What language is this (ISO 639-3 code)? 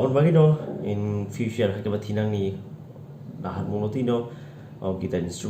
trp